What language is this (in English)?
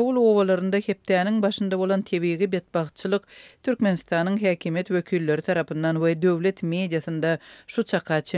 Turkmen